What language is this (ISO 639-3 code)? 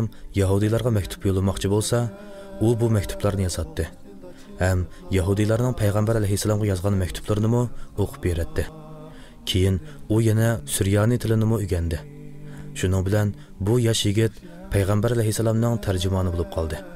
uig